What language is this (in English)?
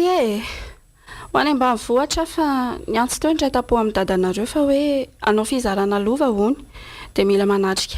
Malagasy